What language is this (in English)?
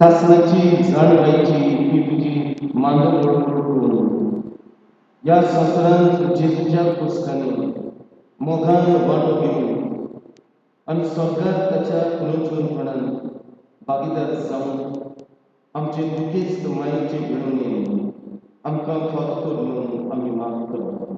Konkani